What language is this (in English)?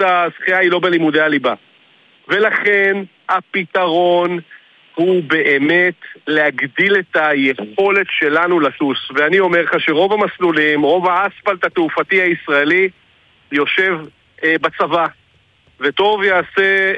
Hebrew